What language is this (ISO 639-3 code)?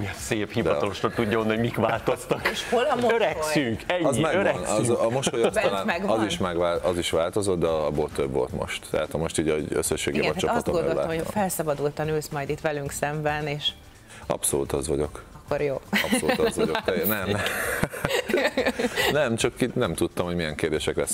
hun